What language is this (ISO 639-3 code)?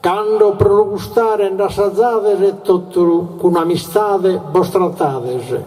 srd